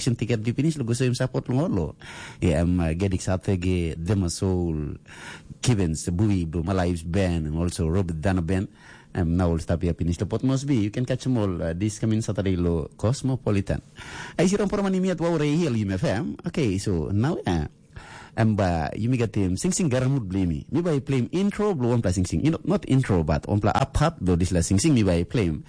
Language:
Tok Pisin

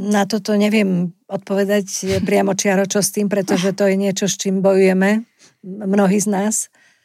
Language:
Slovak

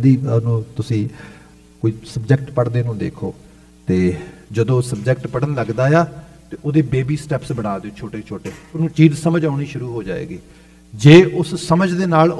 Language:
Punjabi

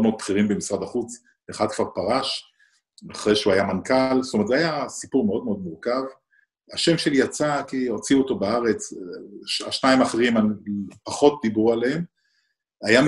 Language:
Hebrew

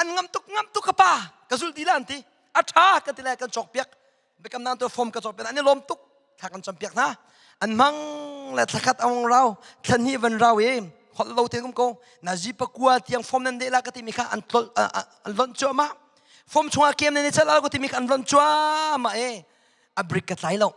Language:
Hakha Chin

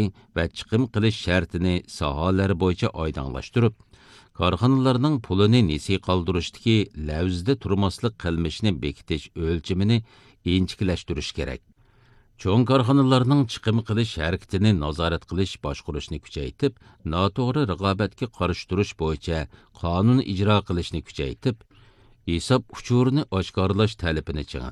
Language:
Uyghur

